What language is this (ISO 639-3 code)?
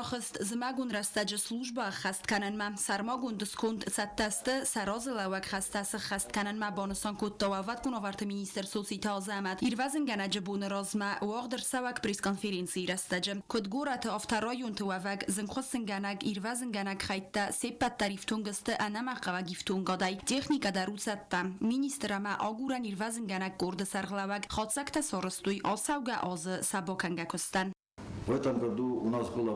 oss